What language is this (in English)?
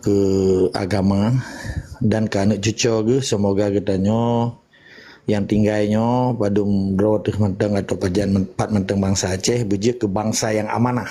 Achinese